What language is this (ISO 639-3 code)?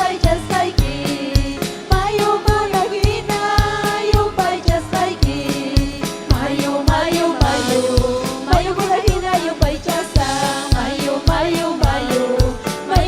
quy